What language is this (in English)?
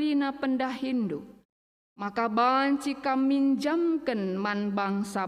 Batak Karo